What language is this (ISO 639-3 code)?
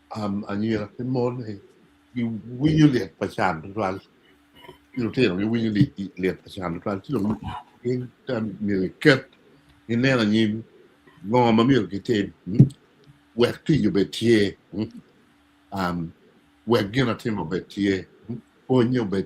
ach